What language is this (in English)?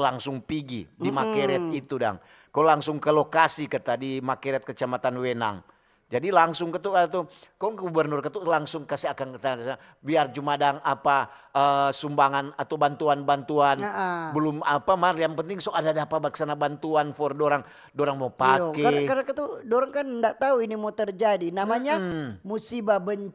Manado Malay